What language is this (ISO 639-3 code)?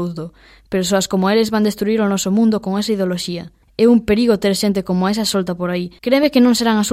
glg